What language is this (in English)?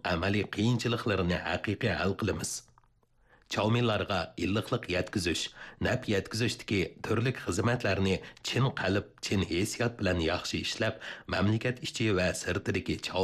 Uyghur